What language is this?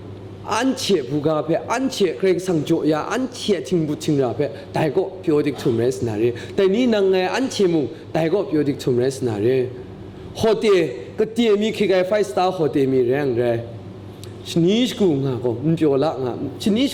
Kachin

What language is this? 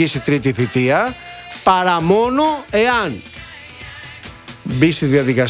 Greek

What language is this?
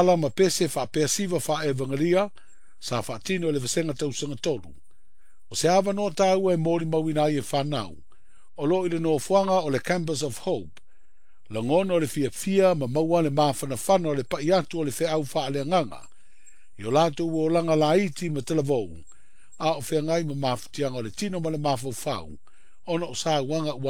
Samoan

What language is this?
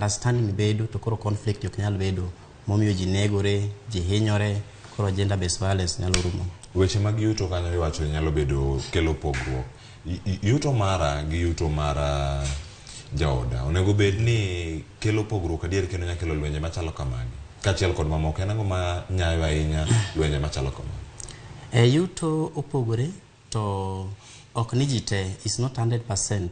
Luo (Kenya and Tanzania)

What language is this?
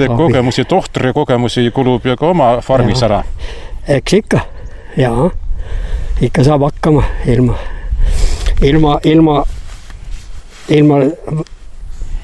Estonian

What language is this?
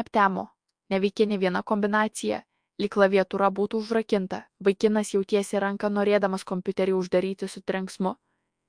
Lithuanian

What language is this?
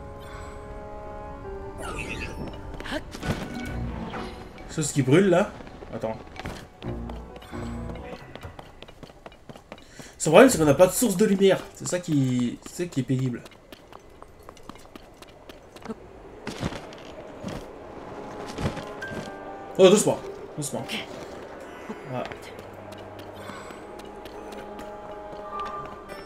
French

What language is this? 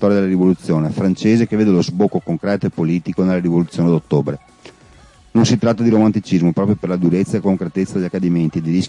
Italian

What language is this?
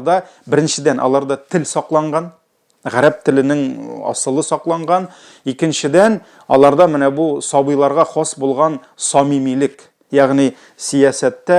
Tatar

